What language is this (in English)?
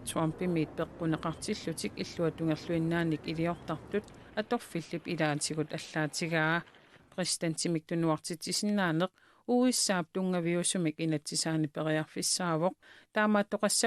Kalaallisut